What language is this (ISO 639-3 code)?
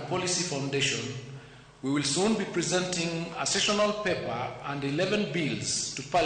luo